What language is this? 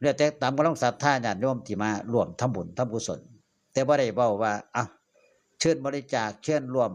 Northeastern Thai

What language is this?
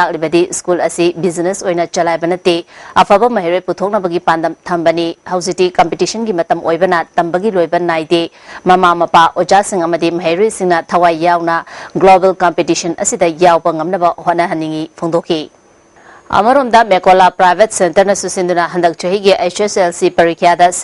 Manipuri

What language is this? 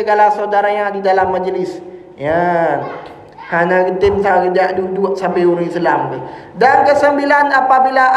Achinese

